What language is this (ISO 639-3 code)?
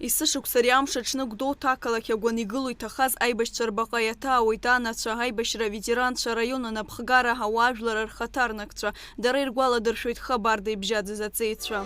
abk